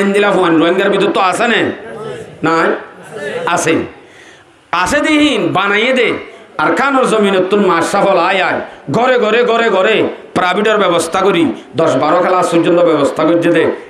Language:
Rohingya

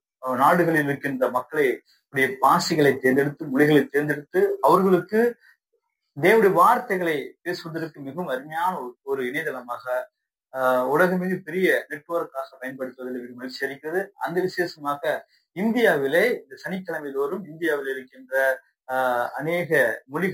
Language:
Tamil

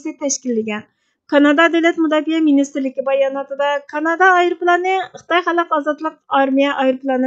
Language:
Uyghur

